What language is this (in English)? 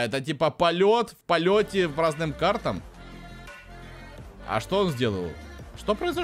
Russian